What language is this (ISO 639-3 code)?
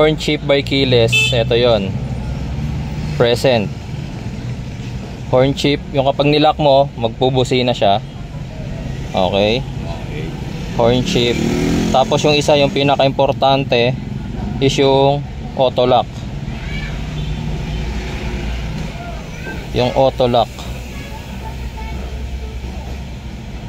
fil